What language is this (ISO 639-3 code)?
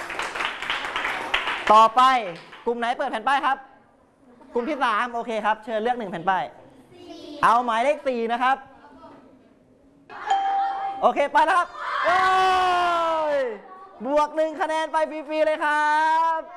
tha